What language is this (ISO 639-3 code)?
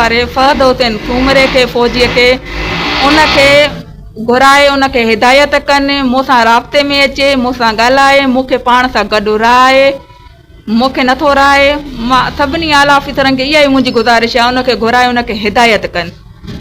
snd